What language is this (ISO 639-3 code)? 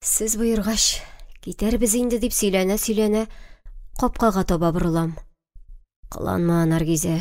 tat